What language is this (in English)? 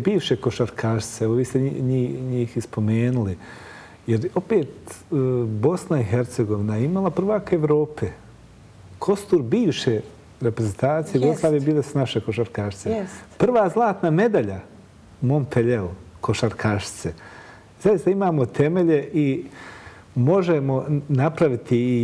Bosnian